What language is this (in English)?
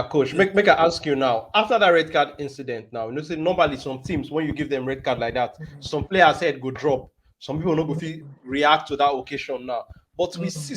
Nigerian Pidgin